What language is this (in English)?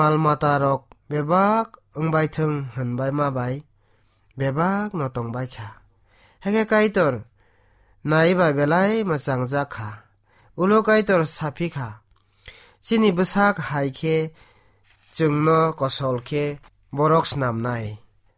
Kok Borok